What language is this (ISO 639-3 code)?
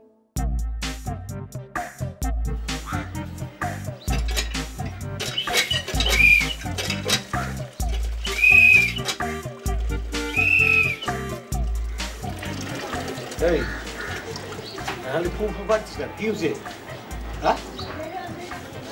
ben